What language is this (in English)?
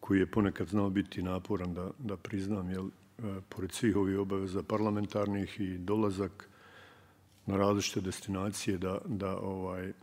Bosnian